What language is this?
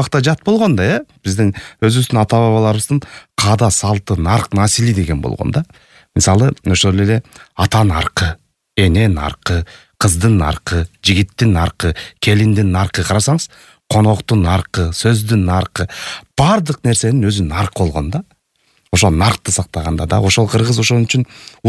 Kyrgyz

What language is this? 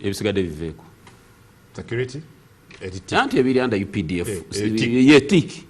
Ganda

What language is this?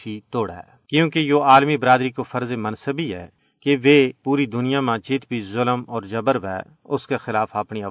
Gujari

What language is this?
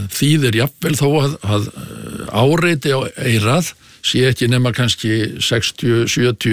Icelandic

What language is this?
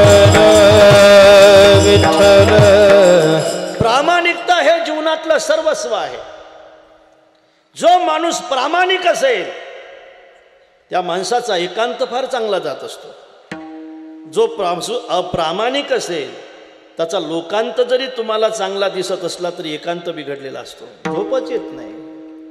Marathi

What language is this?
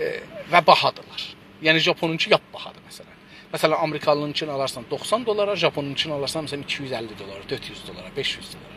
South Azerbaijani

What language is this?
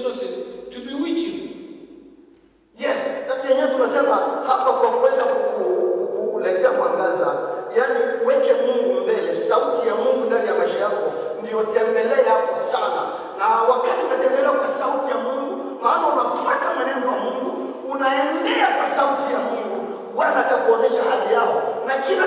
Swahili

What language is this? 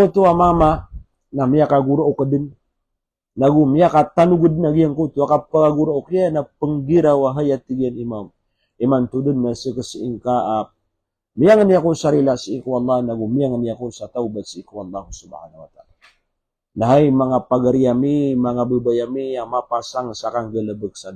Maranao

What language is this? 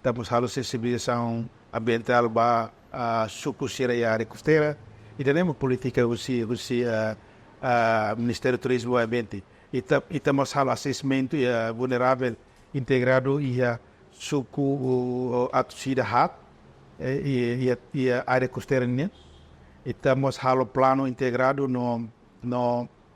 Tetum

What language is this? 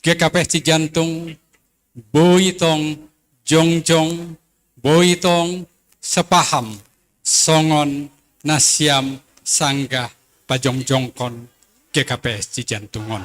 Batak Simalungun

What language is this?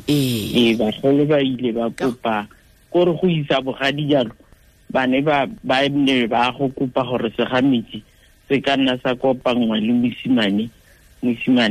Tswana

